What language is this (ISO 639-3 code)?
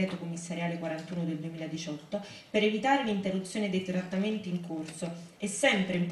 ita